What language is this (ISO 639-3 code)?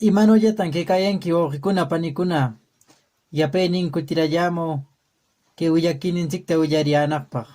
que